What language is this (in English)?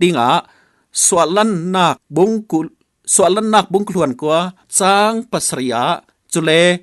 Falam Chin